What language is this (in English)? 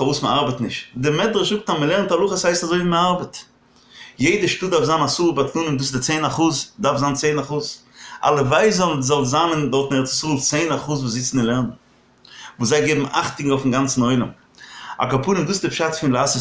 Yiddish